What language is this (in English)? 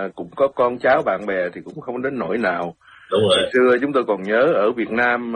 Vietnamese